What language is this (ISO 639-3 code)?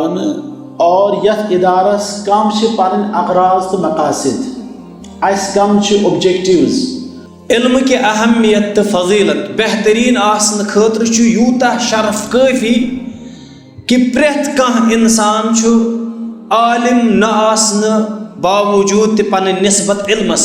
kas